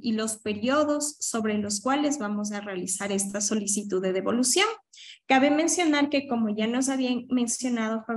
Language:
Spanish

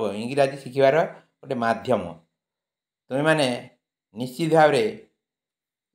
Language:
Odia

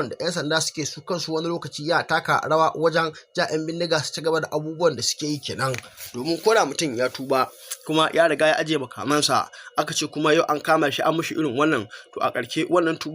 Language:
Hausa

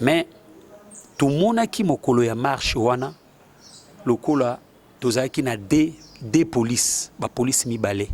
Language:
Lingala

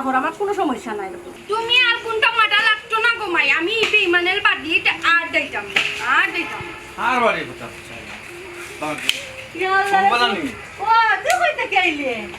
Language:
Sylheti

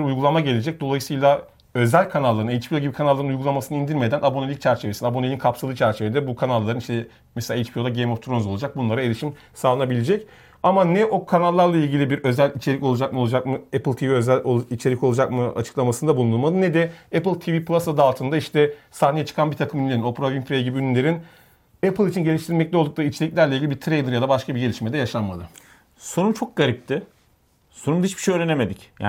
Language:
Turkish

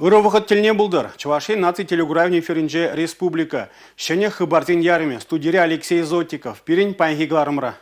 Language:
Chuvash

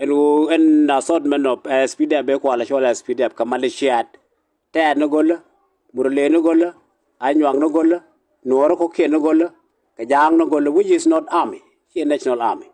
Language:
Nuer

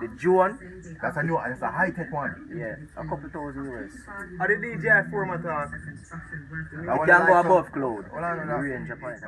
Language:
Jamaican Creole English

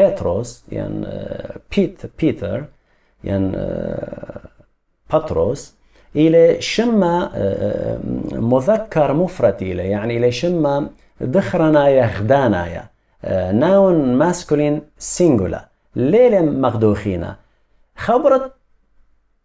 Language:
Assyrian Neo-Aramaic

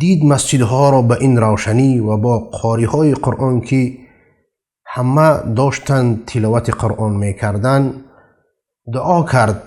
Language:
Persian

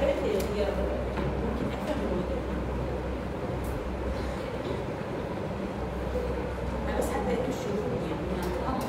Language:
Mesopotamian Arabic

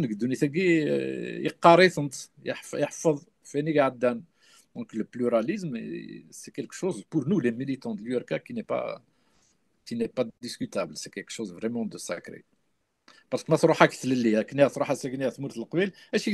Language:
Kabyle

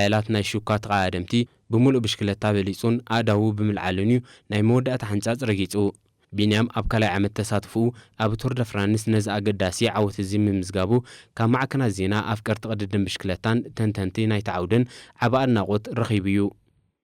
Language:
Tigrinya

